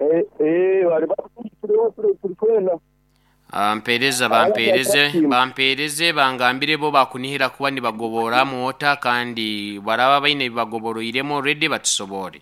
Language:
Nyoro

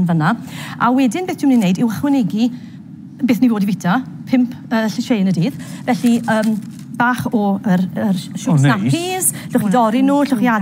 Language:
Welsh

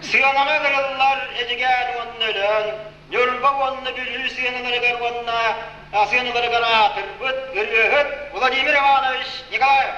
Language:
Yakut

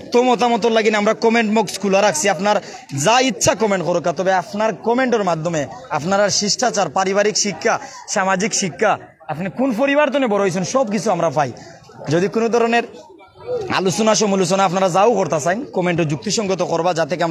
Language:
Sylheti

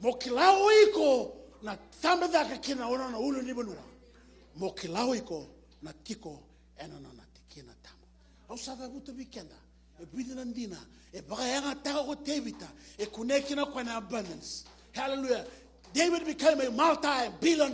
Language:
Fijian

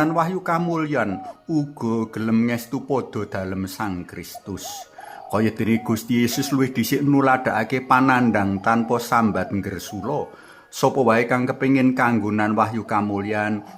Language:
Javanese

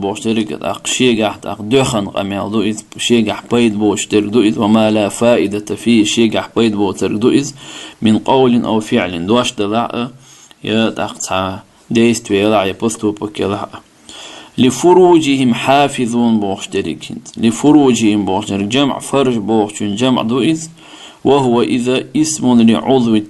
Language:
Chechen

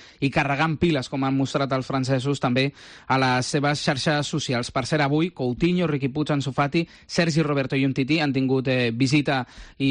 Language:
Catalan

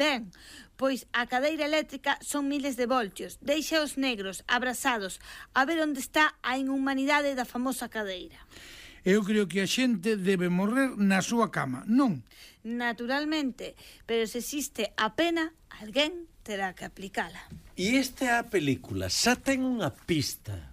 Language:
Galician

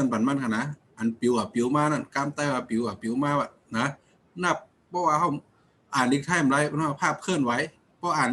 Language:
Shan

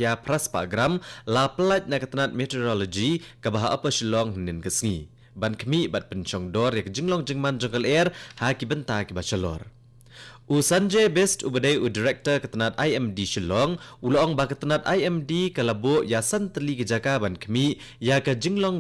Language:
Khasi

